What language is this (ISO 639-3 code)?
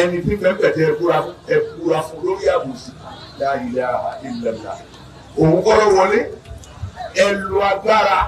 yor